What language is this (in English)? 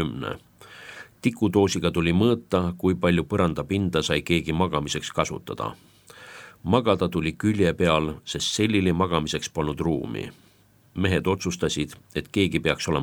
Estonian